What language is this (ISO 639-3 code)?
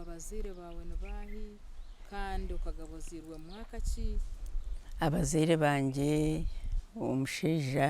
nyn